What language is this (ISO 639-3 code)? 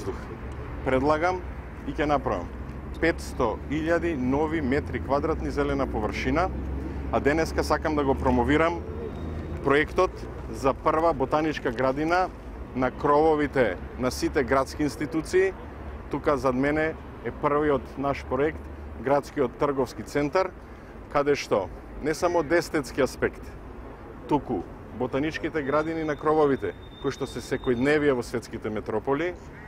mkd